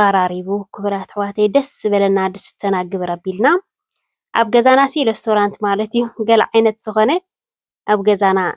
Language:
Tigrinya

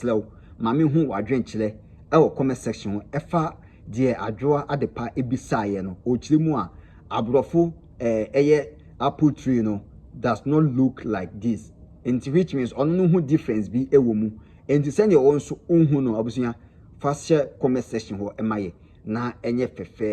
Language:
Akan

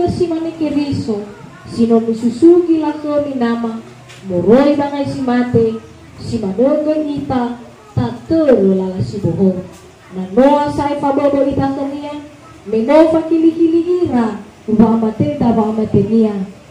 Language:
Nias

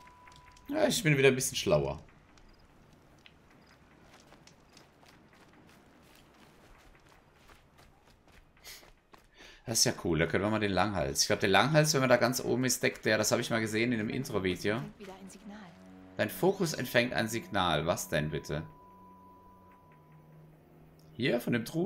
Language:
German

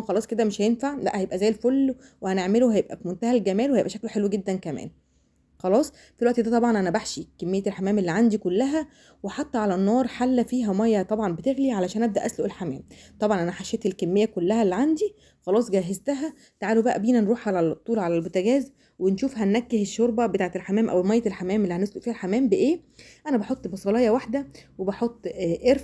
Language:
Egyptian Arabic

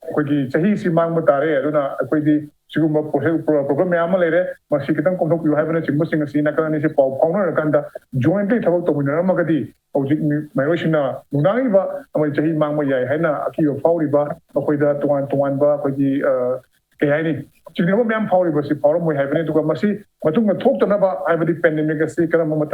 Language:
Manipuri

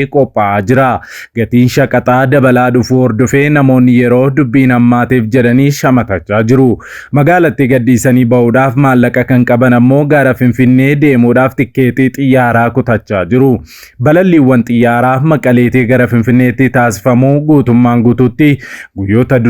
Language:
Oromo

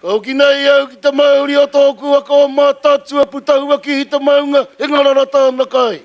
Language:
Māori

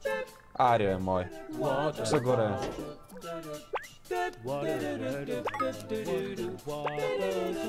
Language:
Bulgarian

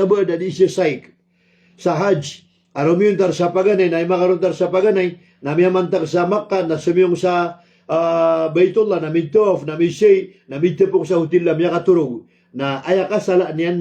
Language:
Maranao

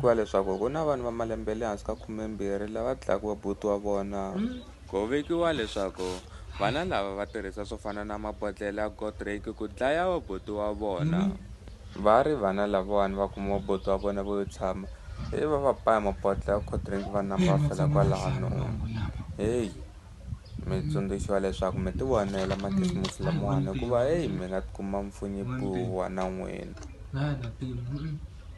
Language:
Tsonga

